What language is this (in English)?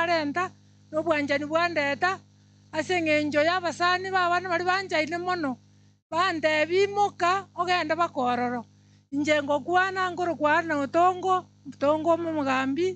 Gusii